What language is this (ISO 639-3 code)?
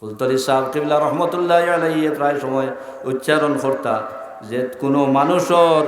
syl